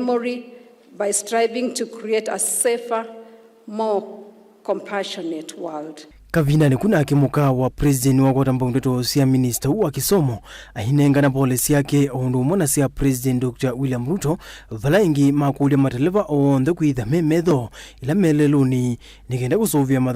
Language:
Kamba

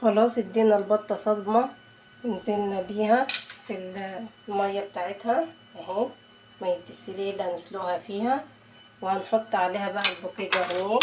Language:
Egyptian Arabic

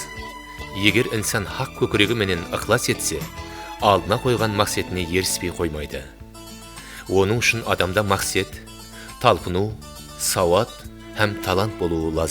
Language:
Kara-Kalpak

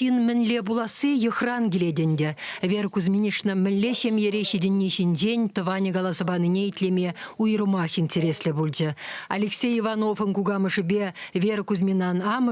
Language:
Chuvash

